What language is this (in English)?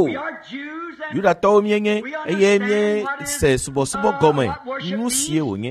Ewe